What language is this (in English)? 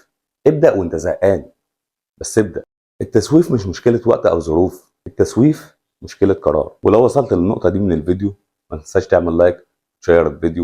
Egyptian Arabic